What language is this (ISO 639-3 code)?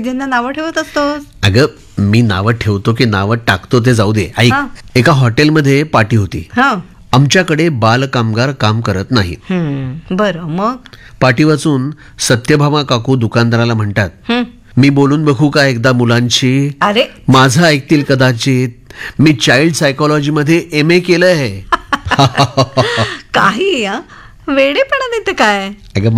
mar